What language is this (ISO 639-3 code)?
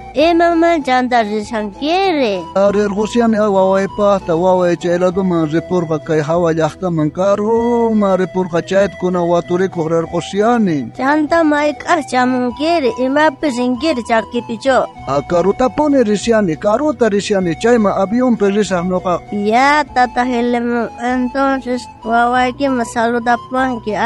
quh